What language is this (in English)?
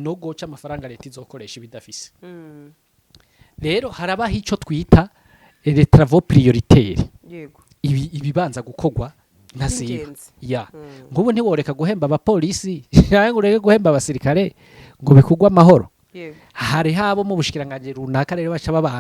Rundi